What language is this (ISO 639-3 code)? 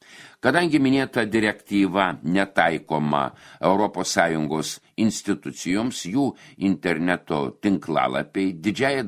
lit